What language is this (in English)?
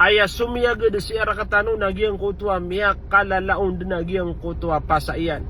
Maranao